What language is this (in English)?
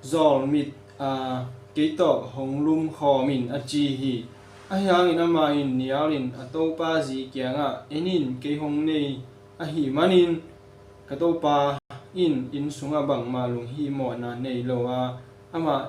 Tedim Chin